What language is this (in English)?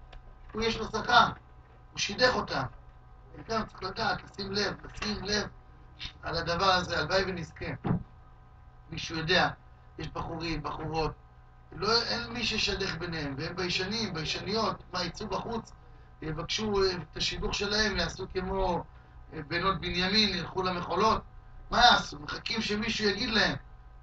Hebrew